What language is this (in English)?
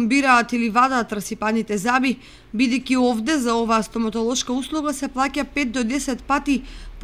Macedonian